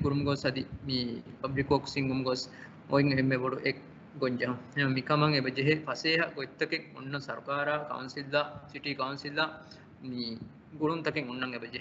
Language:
Divehi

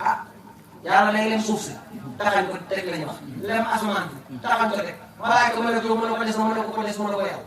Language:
Wolof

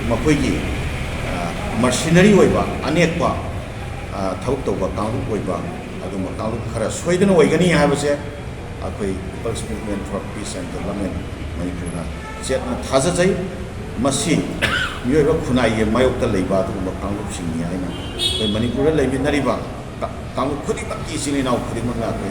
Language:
Manipuri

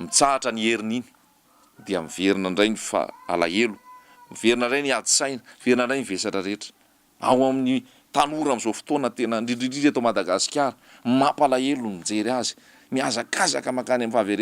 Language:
Malagasy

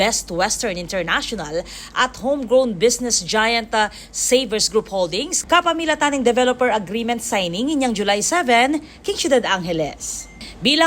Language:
Pampanga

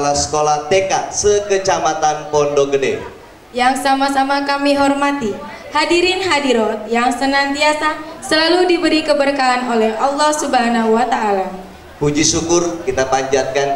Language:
Indonesian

